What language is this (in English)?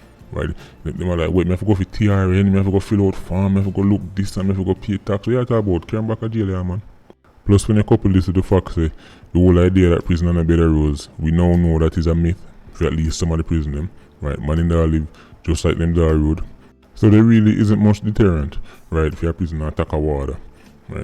Jamaican Creole English